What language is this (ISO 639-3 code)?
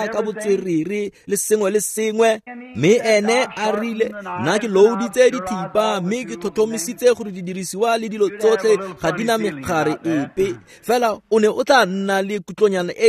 tsn